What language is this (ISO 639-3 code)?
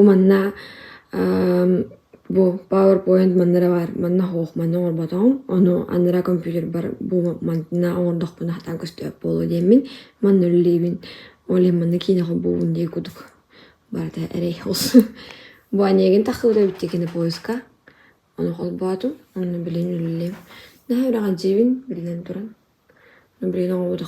sah